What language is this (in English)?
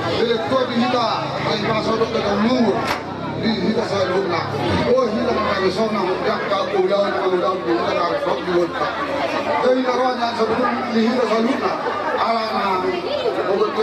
Batak Toba